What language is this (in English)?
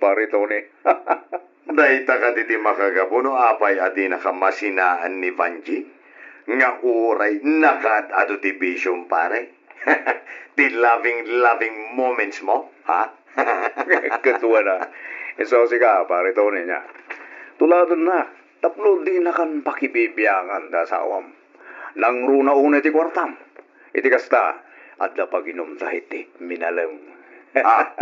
Iloko